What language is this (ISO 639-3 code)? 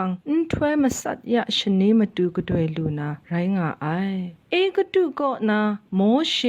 kac